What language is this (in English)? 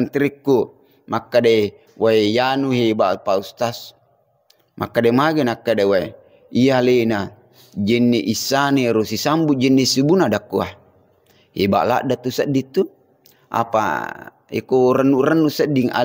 Buginese